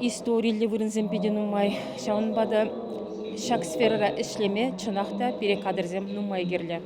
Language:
Chuvash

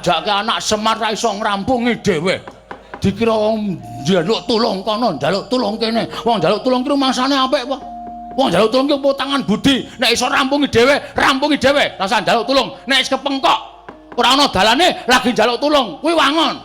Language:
Javanese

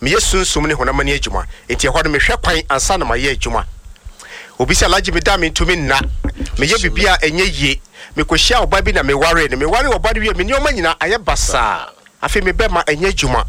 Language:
Akan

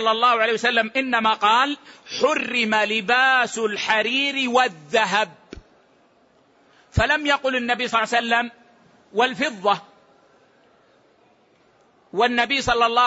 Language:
Arabic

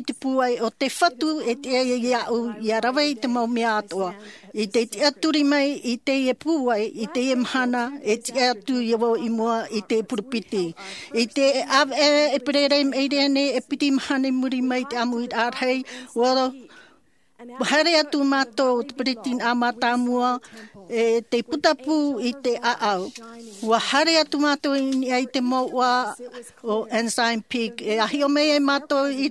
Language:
Tahitian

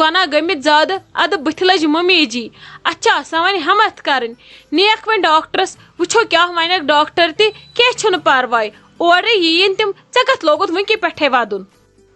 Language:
Kashmiri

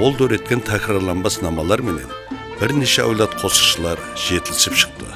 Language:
Kara-Kalpak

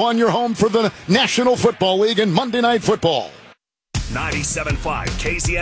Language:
English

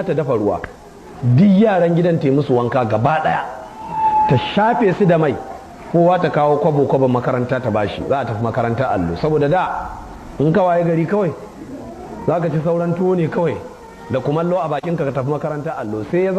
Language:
Hausa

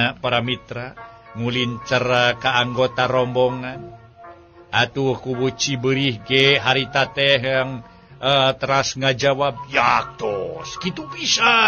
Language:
Sundanese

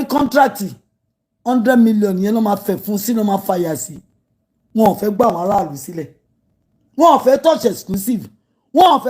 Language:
Yoruba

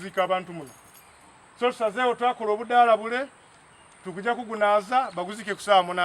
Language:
Soga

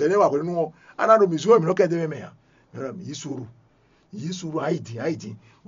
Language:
Fon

